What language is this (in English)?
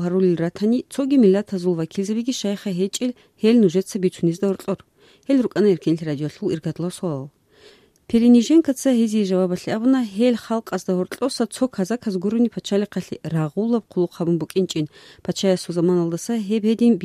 Avaric